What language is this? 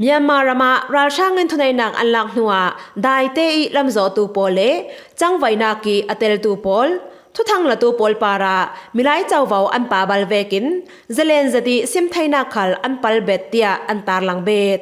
Falam Chin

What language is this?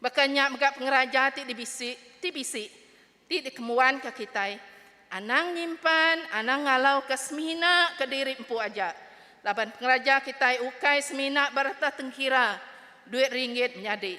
Iban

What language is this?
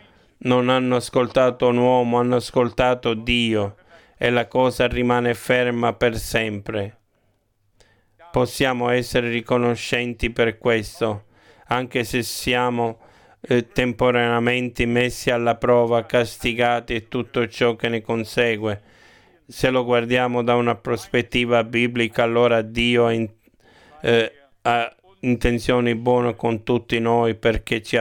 Italian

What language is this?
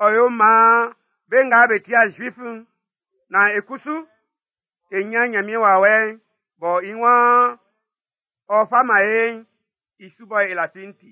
Baoulé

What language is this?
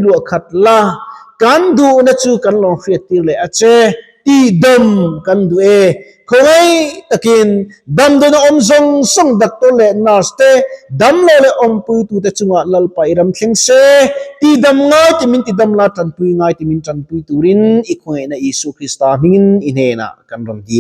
Mizo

